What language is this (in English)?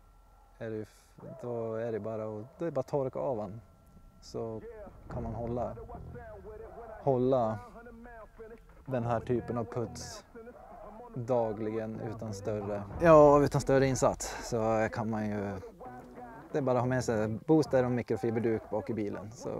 Swedish